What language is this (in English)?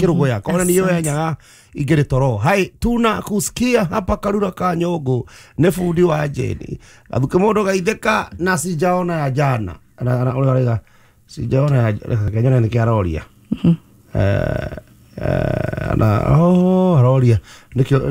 Kikuyu